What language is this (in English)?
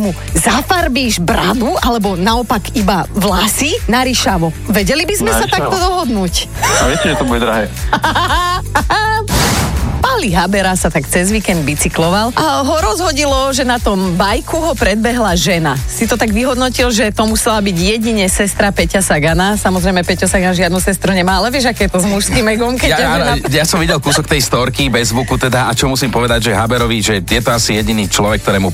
Slovak